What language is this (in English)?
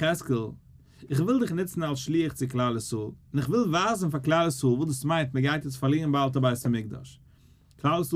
Yiddish